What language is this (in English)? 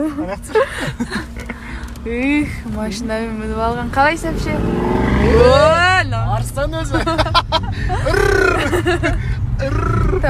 Kazakh